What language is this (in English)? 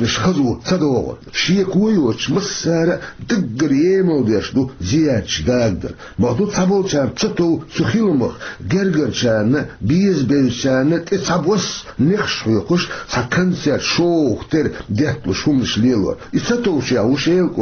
Chechen